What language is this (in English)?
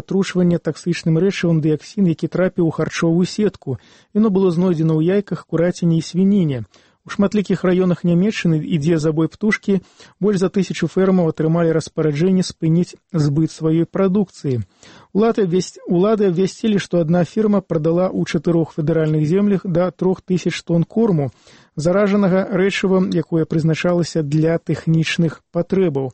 Belarusian